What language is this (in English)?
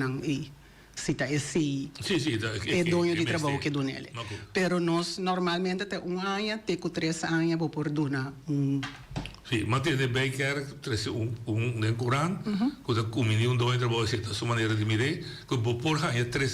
Papiamento